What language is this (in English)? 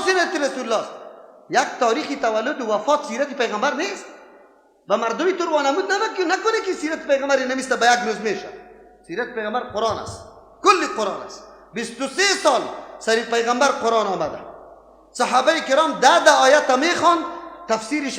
Persian